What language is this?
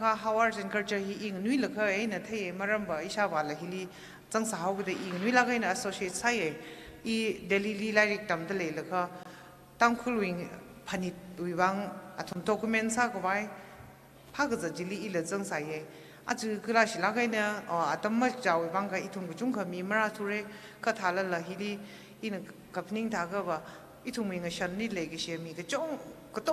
Tangkhul Naga (India)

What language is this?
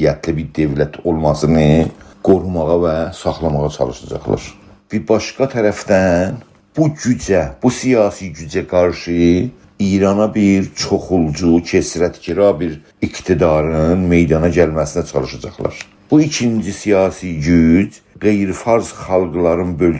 South Azerbaijani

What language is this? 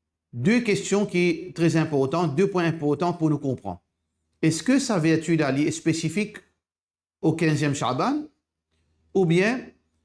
Morisyen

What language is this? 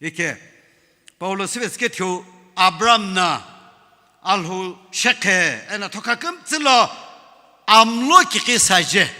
Sumi Naga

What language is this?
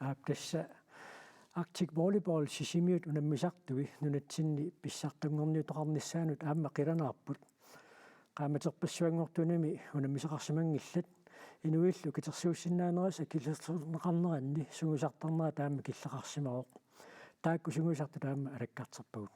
Kalaallisut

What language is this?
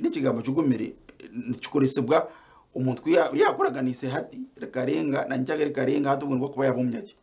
Nyankole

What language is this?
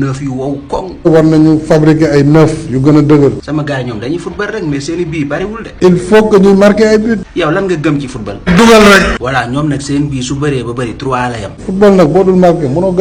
Wolof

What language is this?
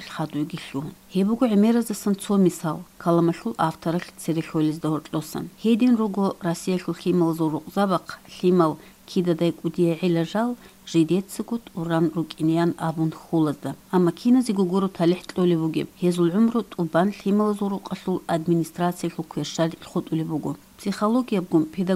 Avaric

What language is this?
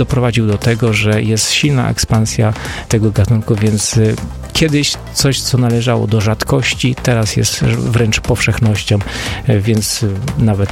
Polish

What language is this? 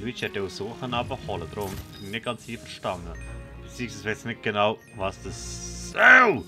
Swiss German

